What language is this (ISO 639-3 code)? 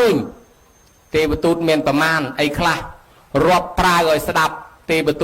khm